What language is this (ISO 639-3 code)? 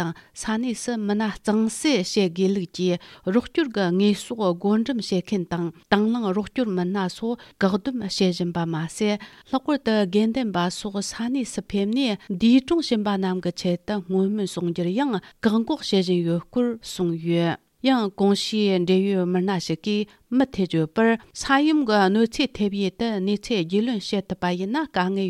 bod